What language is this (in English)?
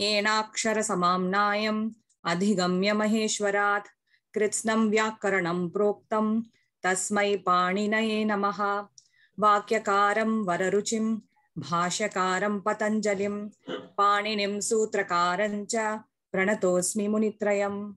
Sanskrit